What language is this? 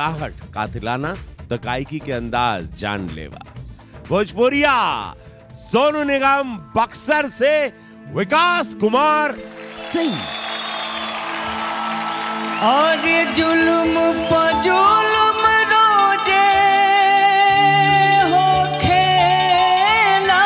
Bhojpuri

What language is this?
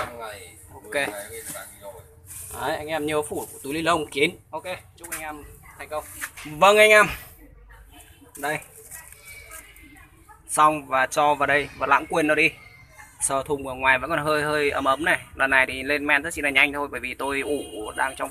Vietnamese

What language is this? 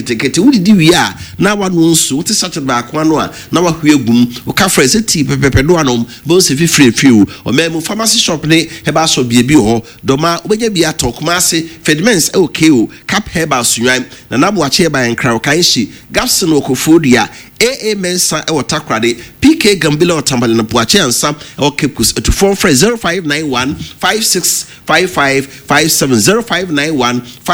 Akan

